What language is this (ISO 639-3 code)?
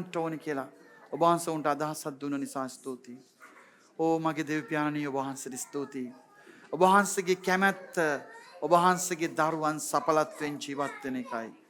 sin